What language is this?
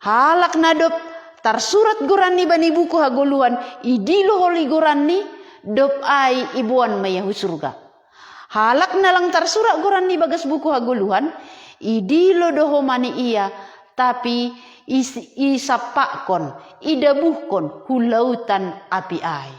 Batak Simalungun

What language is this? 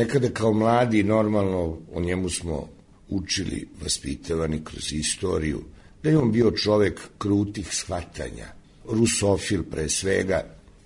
Serbian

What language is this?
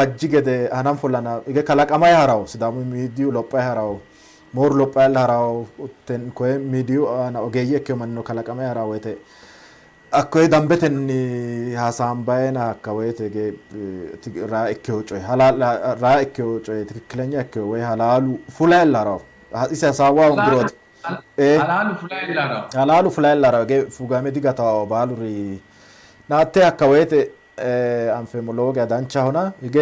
Sidamo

